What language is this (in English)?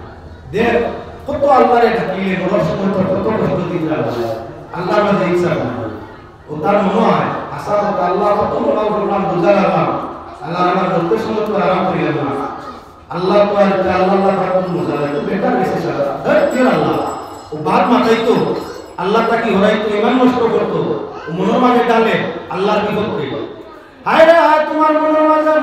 Sylheti